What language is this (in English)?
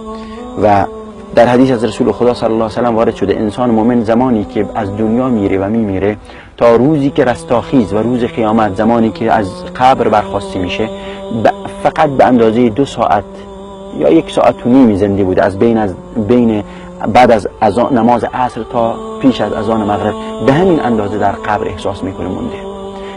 Persian